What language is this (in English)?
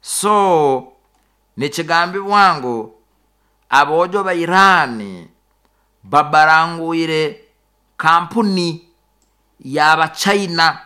Nyoro